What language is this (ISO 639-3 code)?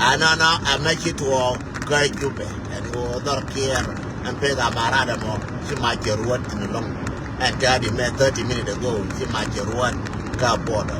nus